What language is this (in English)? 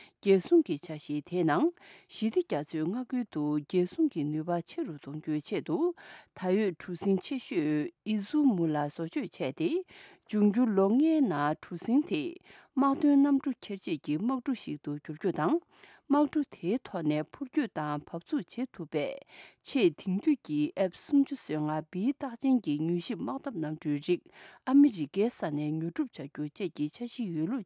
Tibetan